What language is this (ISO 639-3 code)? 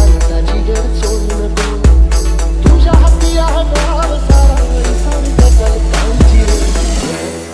mar